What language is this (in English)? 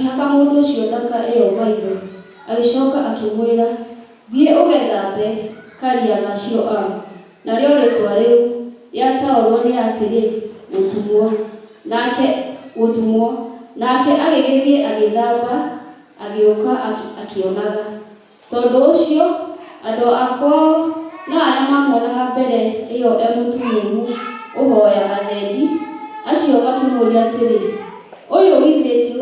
Kikuyu